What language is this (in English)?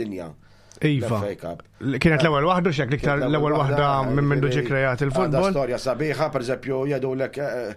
Maltese